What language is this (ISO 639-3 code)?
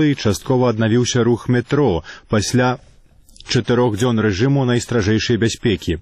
bel